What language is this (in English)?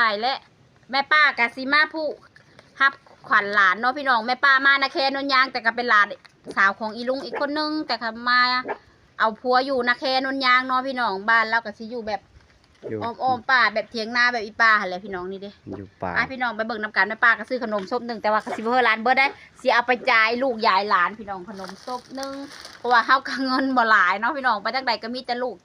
Lao